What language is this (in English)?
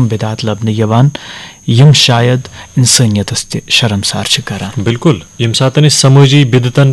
Kashmiri